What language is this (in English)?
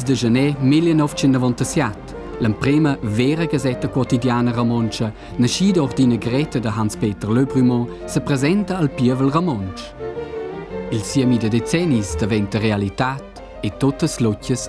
Romansh